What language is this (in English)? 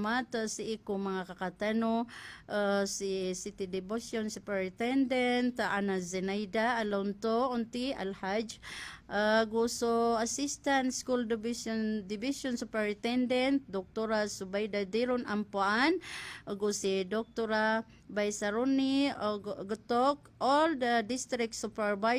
Maranao